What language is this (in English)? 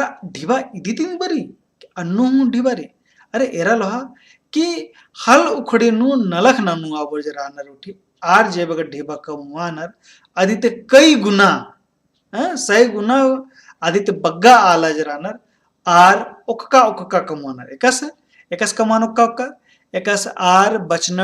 Kurukh